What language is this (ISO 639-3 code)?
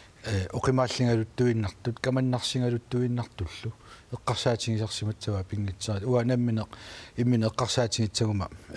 kal